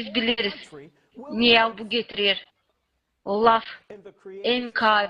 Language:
Gagauz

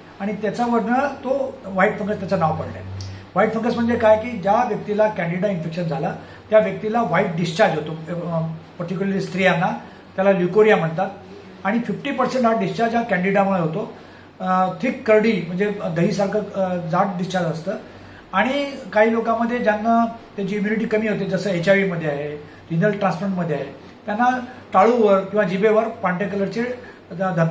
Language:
Marathi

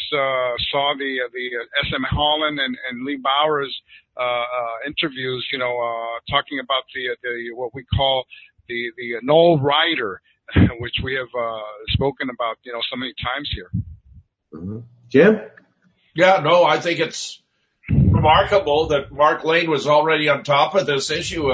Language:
English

